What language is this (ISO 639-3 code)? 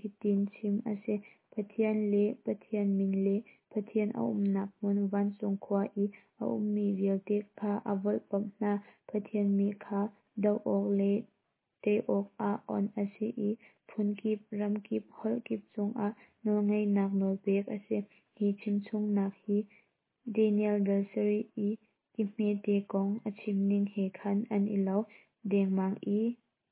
cnh